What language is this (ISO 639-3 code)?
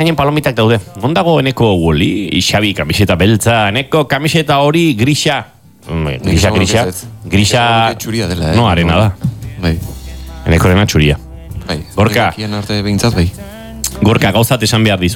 eus